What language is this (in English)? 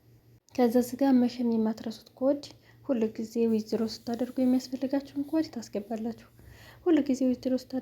Amharic